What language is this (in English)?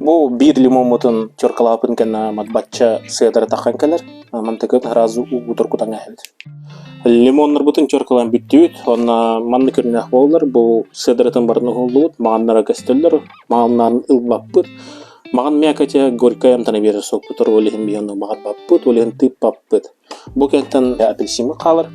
Yakut